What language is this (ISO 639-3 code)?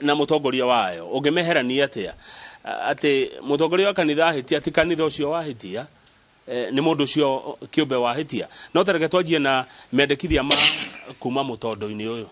kik